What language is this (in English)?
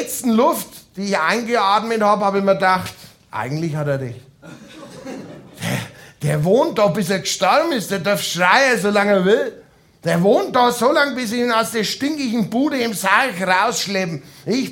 German